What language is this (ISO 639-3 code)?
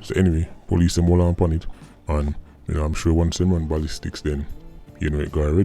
jam